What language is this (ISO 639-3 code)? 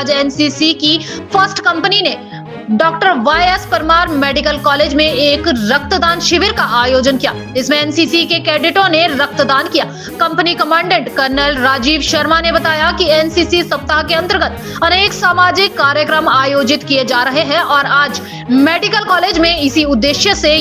hin